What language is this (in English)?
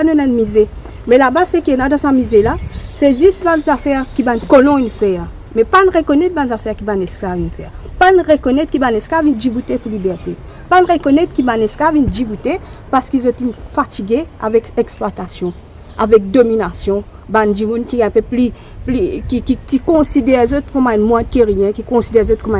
Morisyen